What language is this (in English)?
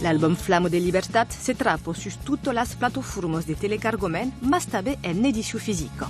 Occitan